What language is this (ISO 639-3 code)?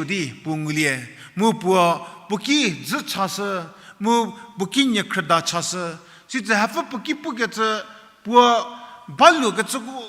njm